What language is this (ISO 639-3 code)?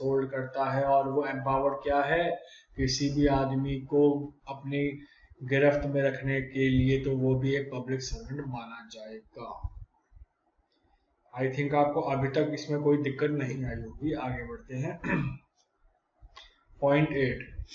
hin